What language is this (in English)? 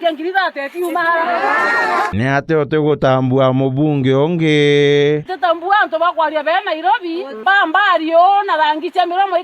Meru